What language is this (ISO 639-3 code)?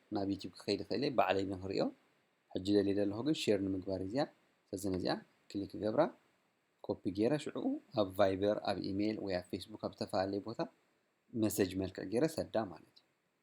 tir